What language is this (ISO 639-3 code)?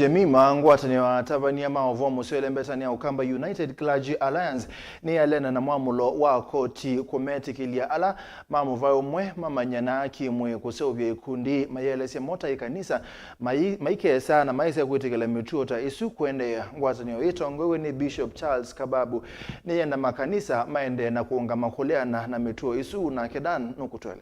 kam